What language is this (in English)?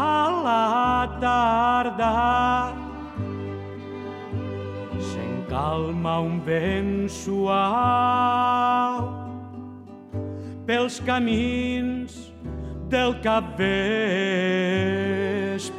Catalan